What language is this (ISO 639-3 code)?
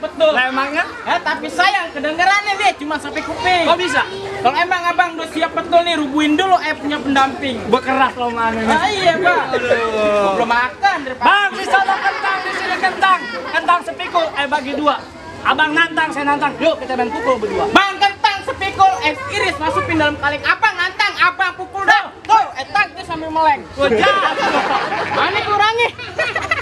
bew